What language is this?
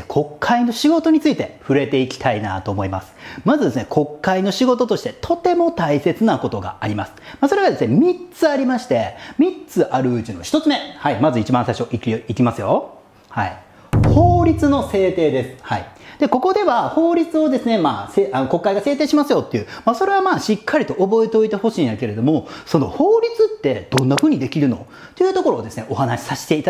Japanese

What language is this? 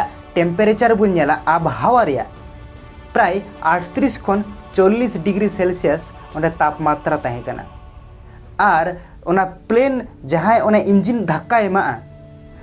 Santali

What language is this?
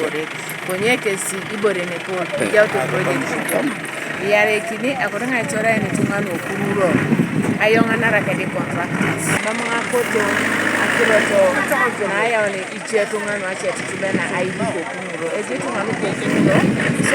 Teso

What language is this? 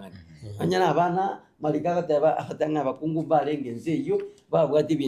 Gusii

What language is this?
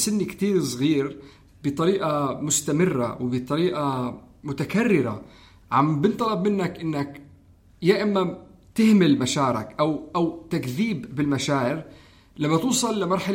North Levantine Arabic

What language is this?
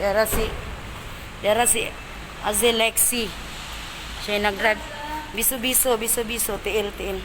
Cebuano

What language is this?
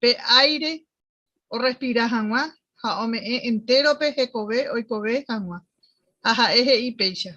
Guarani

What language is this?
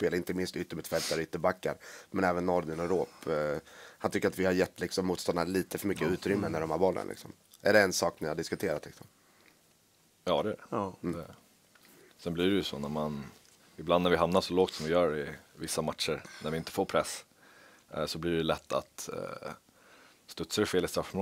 Swedish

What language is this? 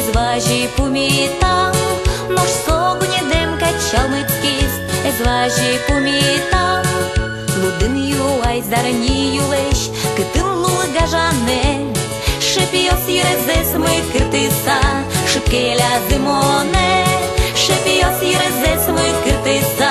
Udmurt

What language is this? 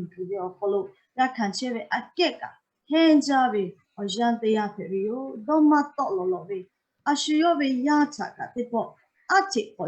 Lahu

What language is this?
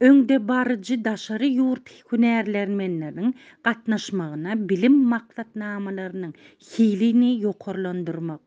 Turkmen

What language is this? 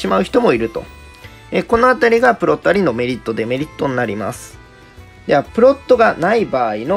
Japanese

